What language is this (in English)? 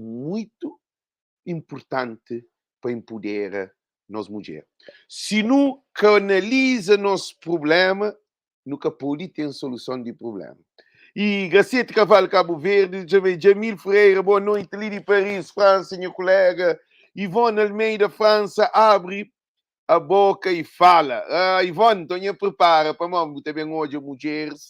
Kabuverdianu